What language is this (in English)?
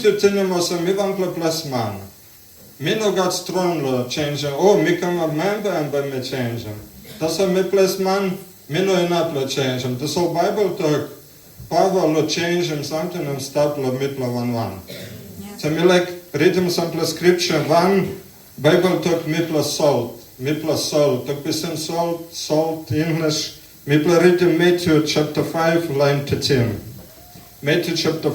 Tok Pisin